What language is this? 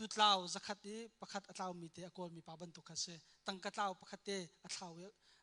Hakha Chin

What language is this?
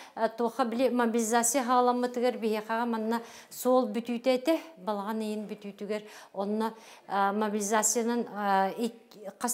Yakut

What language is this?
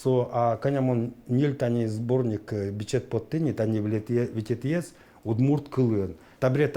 Udmurt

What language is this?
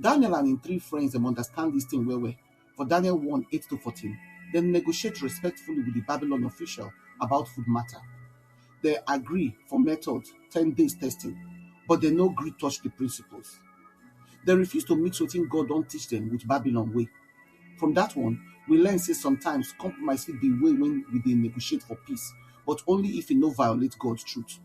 Nigerian Pidgin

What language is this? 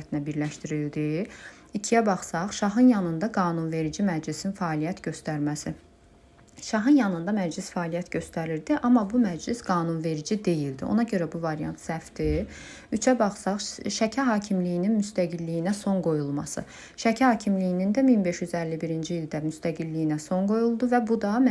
Azerbaijani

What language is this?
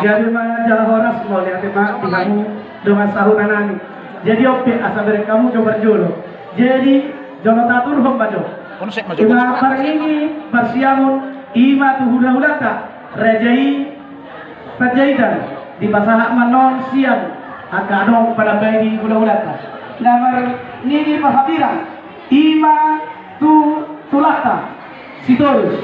Batak Toba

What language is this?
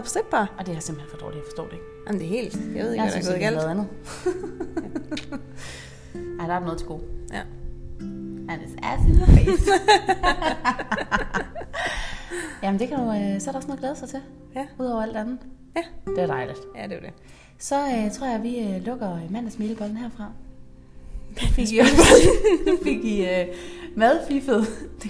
Danish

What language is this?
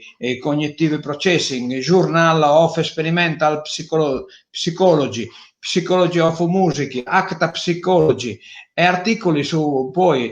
Sardinian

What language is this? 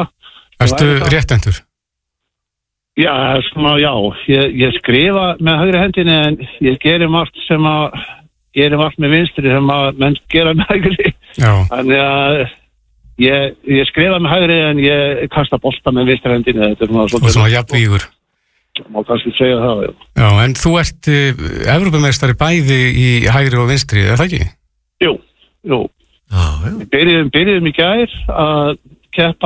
Icelandic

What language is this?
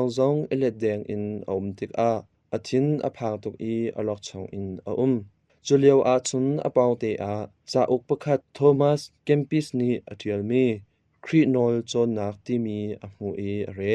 Hakha Chin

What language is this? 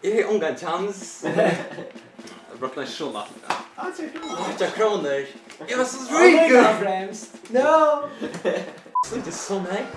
Faroese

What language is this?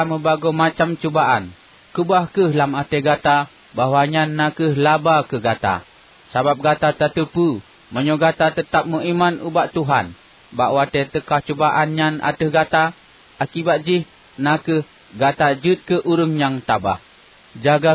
Achinese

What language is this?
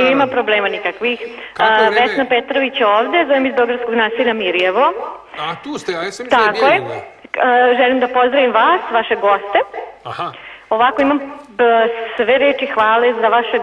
Serbian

